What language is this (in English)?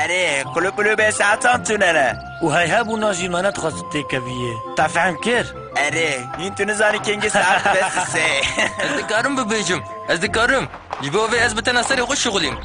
Kurdish